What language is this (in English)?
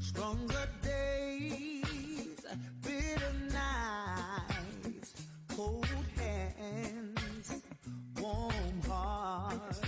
Māori